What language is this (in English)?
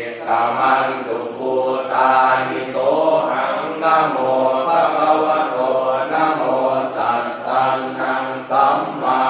Pali